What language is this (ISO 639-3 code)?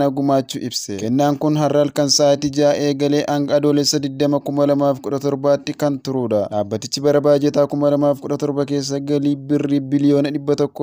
orm